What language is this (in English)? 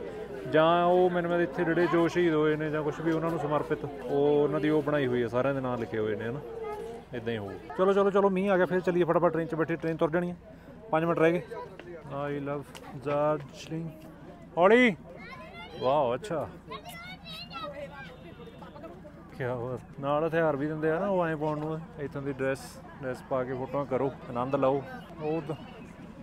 Punjabi